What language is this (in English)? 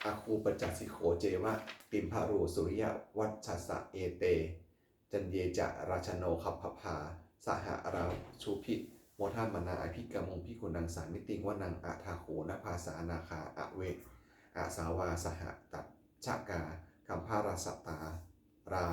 Pali